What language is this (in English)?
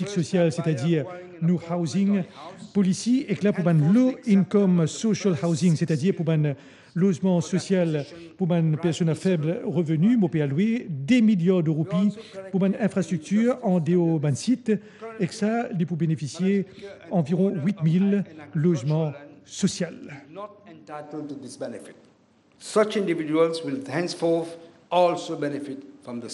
Morisyen